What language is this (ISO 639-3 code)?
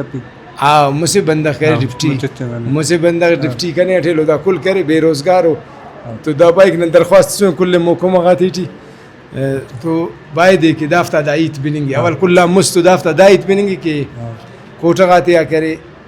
brh